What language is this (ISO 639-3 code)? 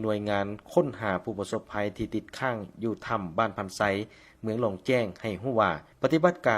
lao